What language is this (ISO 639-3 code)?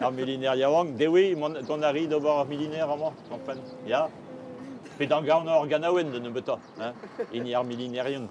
bre